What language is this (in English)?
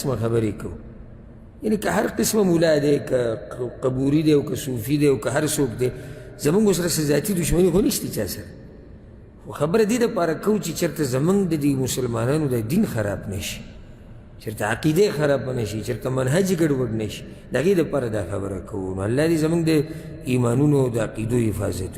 Pashto